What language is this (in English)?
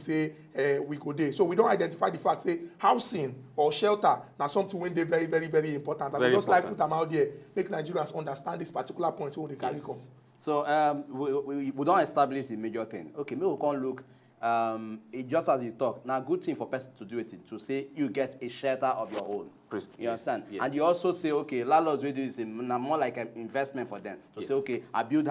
Nigerian Pidgin